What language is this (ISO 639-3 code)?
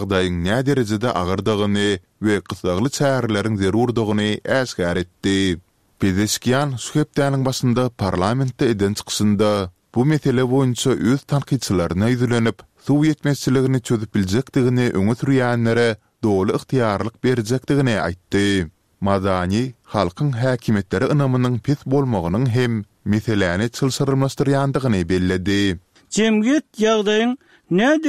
tuk